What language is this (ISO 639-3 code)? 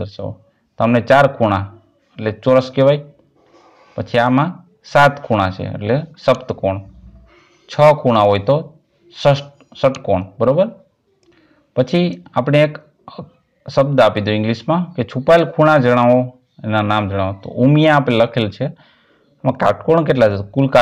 guj